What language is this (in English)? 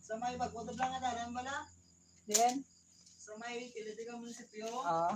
Hiligaynon